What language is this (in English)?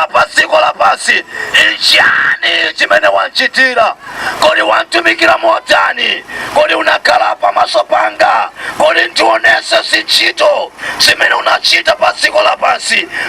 Nyanja